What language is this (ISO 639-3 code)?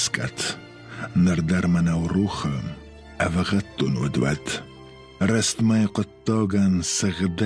oss